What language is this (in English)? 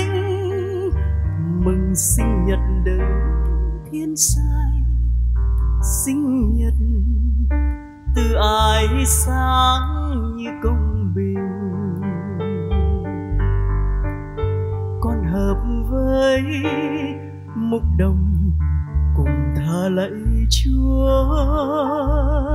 Vietnamese